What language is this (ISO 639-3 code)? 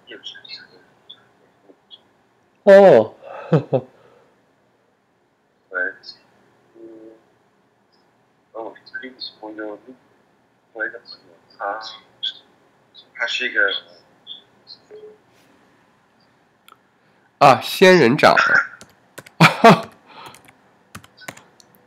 zho